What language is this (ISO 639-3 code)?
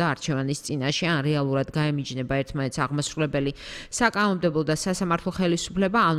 kat